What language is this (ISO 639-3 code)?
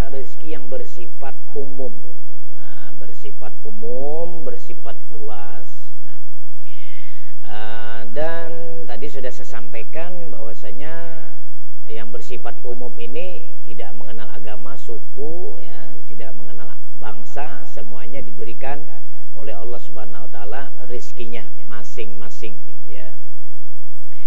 ind